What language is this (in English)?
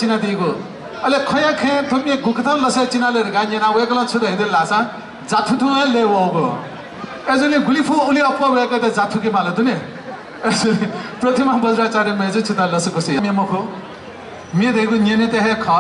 Newari